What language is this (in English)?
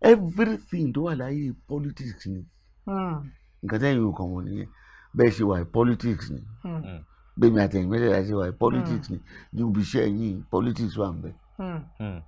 Yoruba